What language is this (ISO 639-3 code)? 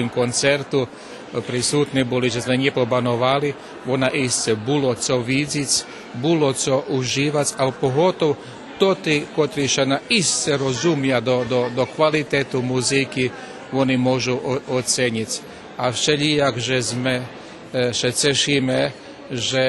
rue